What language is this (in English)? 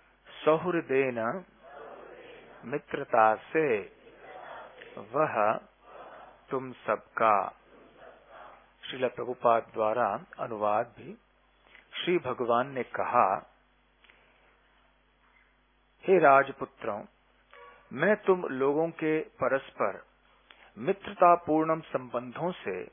Hindi